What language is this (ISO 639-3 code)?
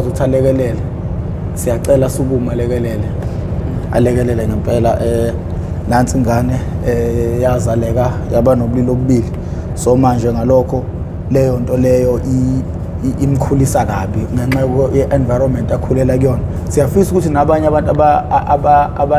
zul